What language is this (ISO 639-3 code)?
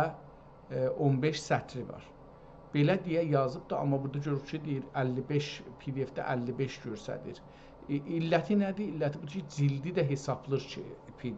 azb